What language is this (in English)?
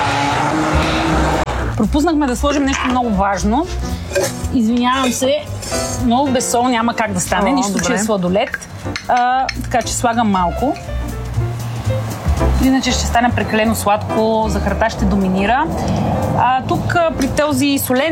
Bulgarian